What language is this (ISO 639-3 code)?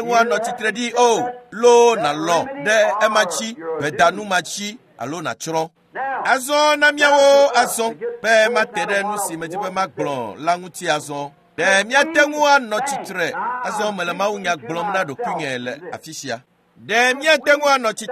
ewe